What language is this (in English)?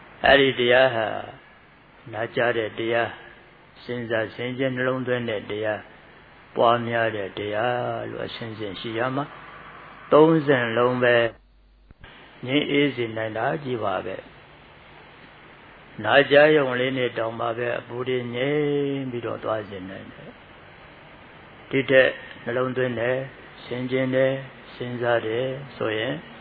Burmese